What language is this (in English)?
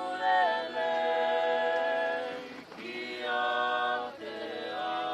Tongan